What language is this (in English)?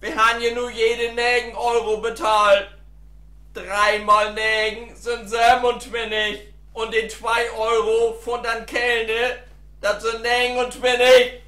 Low German